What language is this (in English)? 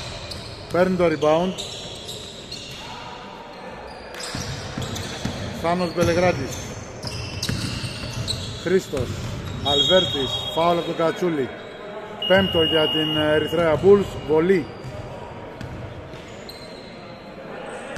Greek